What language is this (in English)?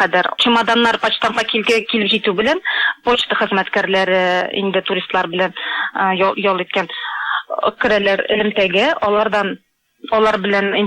Tatar